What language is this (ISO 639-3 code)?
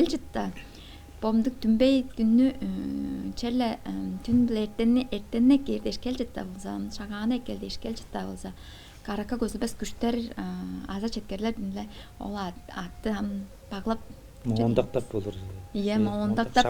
tyv